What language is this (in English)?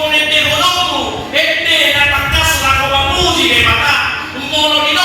Batak Toba